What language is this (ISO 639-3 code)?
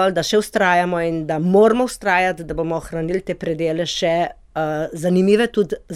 slv